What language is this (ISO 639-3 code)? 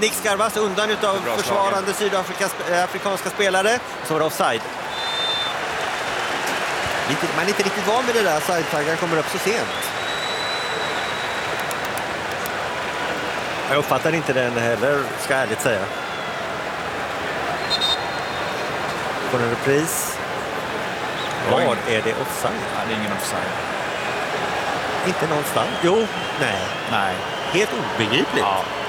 swe